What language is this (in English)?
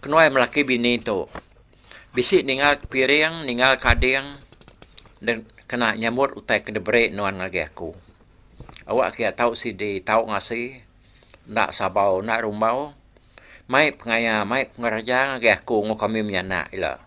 Iban